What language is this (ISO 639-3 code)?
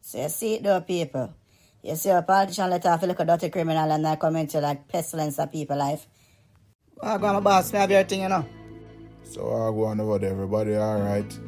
jam